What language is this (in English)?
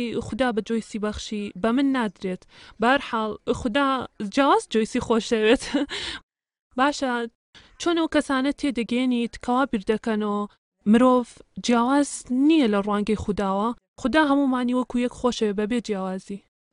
Central Kurdish